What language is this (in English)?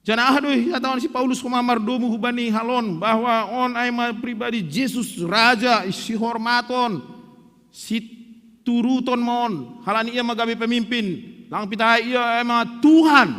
Batak Simalungun